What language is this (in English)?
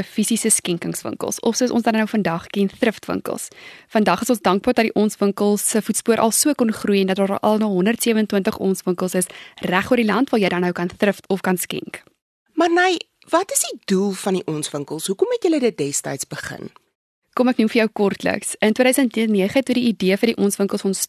Afrikaans